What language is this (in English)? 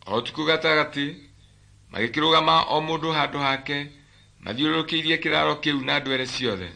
Kikuyu